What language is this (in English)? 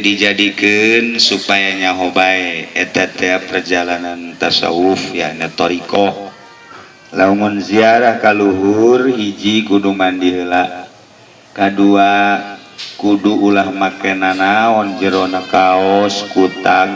Sundanese